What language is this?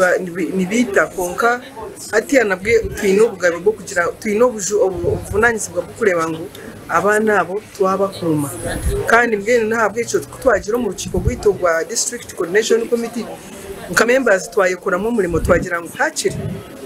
Nyankole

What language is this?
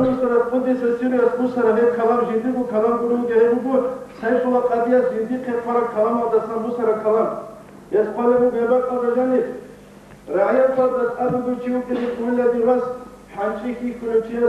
Avaric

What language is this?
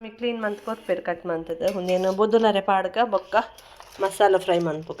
Tulu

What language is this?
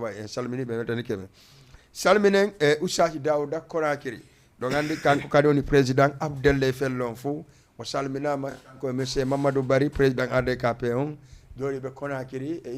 Fula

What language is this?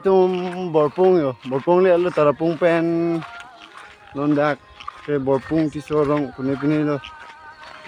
Karbi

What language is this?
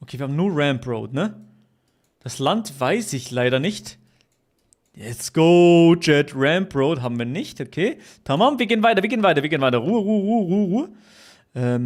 Swiss German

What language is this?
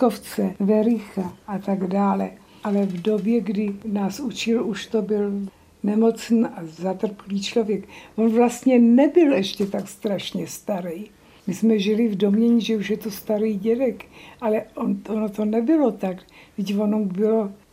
Czech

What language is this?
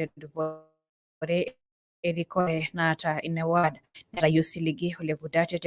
Masai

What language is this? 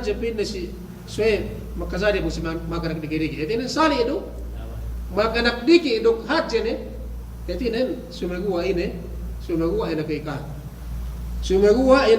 Yakan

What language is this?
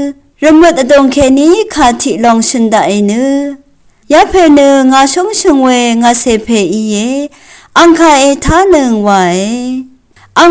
Rawang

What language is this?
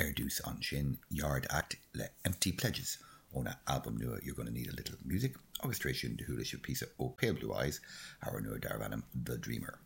Irish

